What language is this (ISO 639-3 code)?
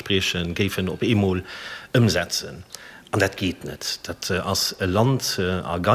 ltz